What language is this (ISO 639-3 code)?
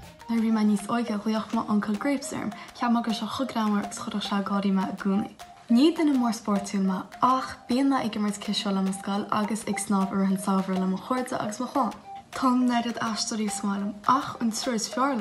gle